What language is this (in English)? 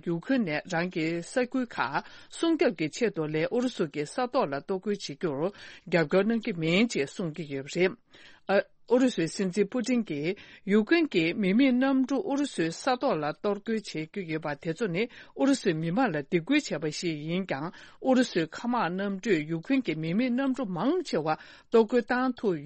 Tibetan